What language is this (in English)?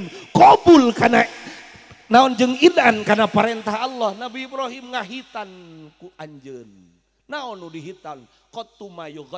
Sundanese